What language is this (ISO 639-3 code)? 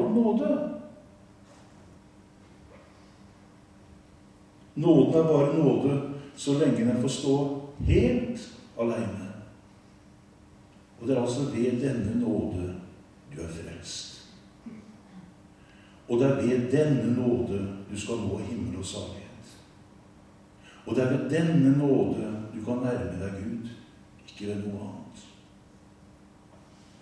nor